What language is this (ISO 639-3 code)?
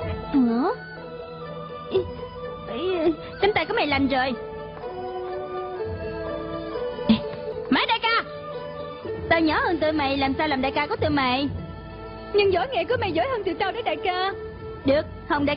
vie